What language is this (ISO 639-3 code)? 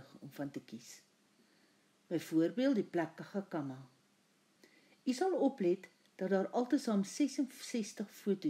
afr